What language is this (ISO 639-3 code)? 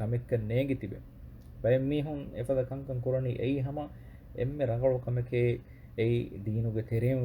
div